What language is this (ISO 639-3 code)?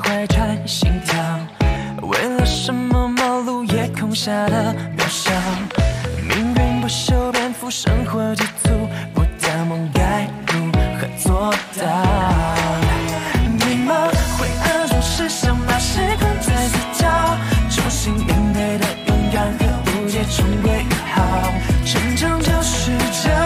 zho